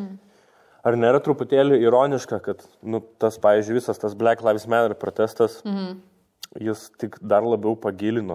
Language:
Lithuanian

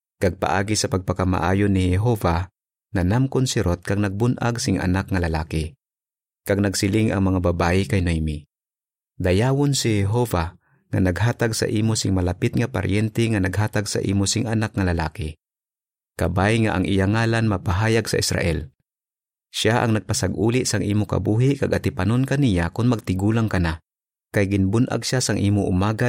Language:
Hiligaynon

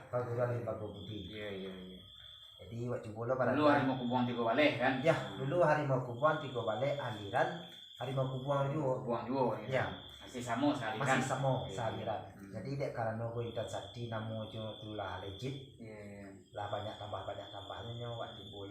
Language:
Minangkabau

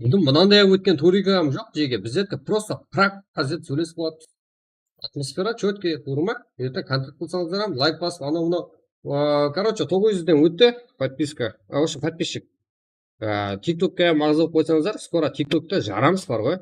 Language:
Kara-Kalpak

